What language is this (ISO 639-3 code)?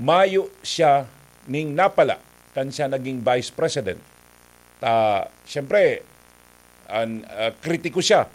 bik